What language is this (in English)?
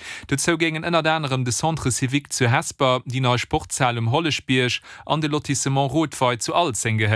Luxembourgish